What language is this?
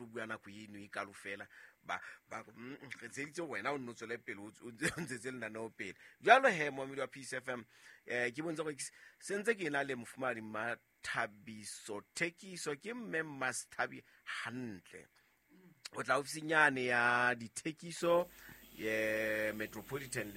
Southern Sotho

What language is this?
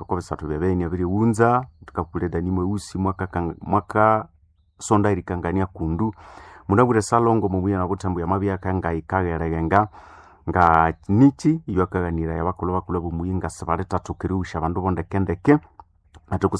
Nande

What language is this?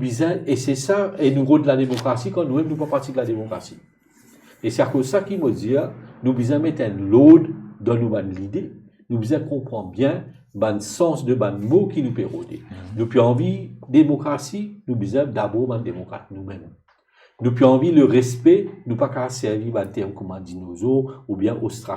Morisyen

